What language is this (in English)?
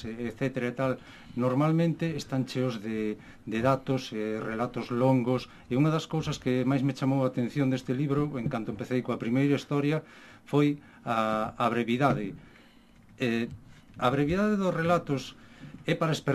Galician